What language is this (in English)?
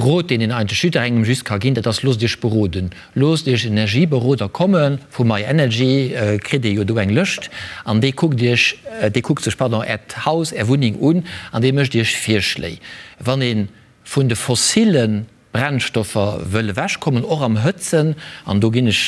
Luxembourgish